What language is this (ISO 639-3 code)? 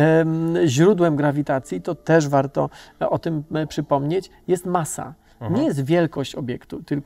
pol